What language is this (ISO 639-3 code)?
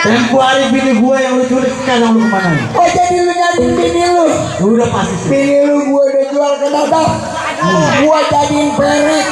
bew